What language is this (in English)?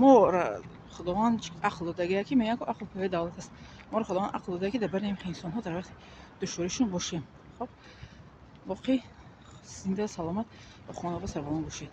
Tajik